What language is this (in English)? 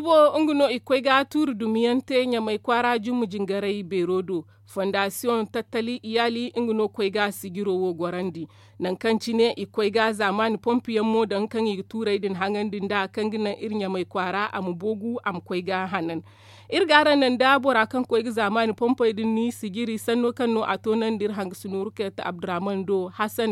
Zarma